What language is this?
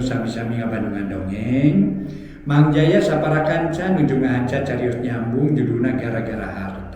Sundanese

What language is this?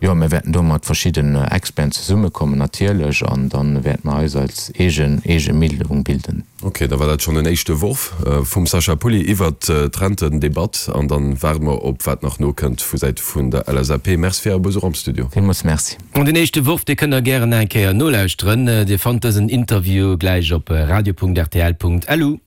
Luxembourgish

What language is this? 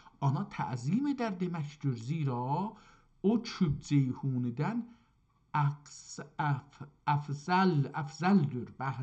South Azerbaijani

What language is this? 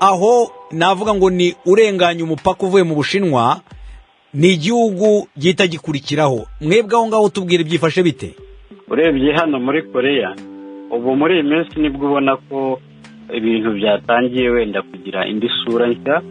Kinyarwanda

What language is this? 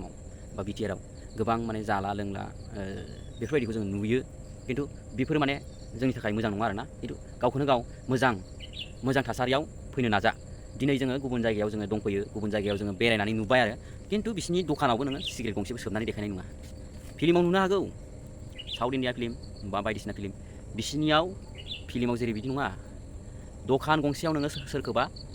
Bodo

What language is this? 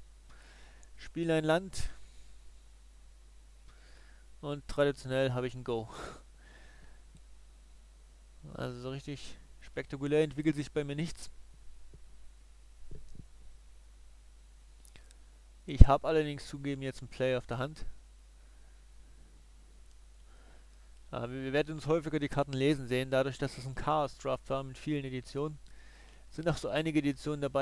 German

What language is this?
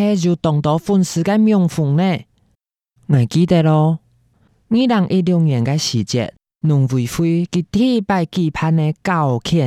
Hakka Chinese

